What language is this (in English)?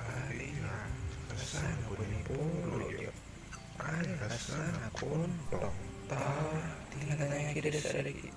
Madurese